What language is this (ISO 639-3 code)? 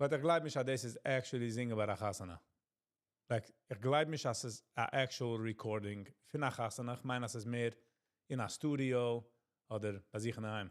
yid